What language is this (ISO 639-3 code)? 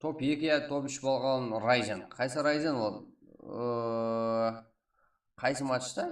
kaa